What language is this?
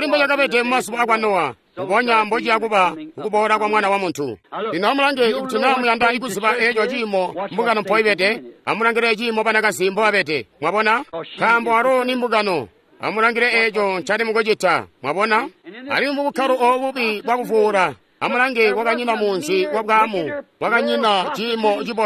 Tonga (Zambia)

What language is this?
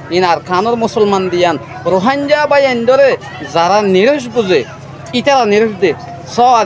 Rohingya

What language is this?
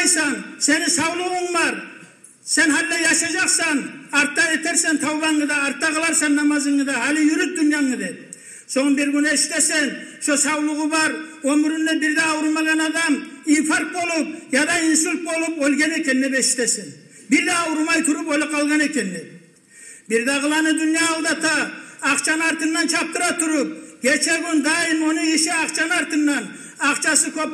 Kumyk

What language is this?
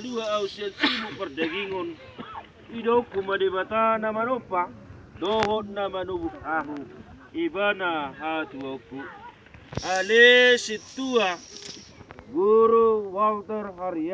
Batak Toba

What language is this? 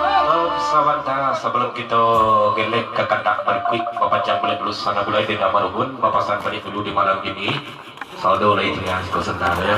Minangkabau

